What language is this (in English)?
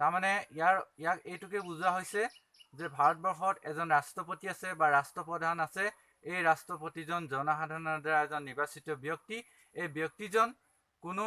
Assamese